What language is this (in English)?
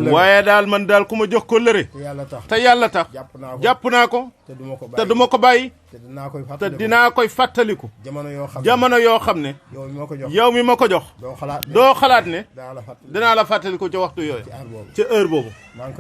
Wolof